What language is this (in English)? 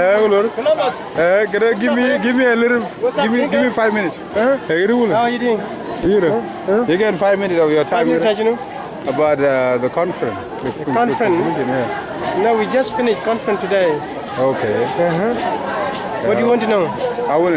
Dinka